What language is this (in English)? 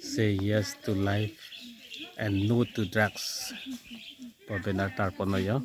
Karbi